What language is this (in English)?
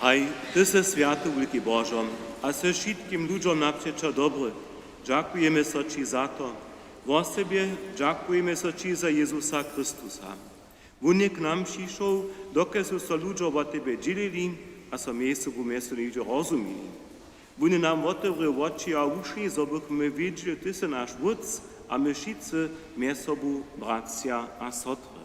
Upper Sorbian